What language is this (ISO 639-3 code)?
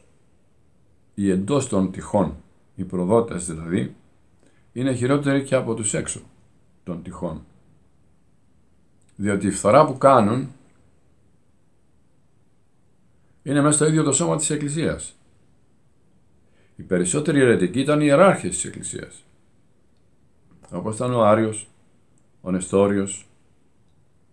ell